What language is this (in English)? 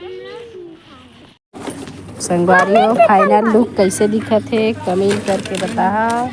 Chhattisgarhi